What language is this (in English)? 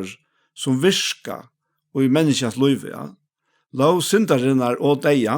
Faroese